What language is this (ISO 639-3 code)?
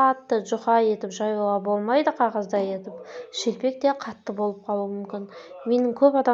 kaz